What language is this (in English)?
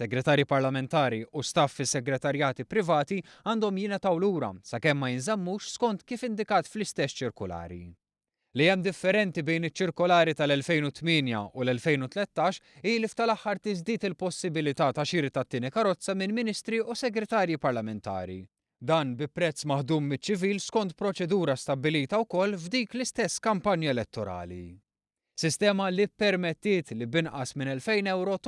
Maltese